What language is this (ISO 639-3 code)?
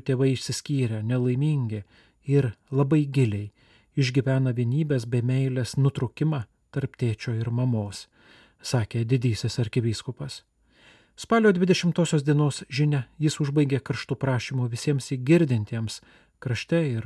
lit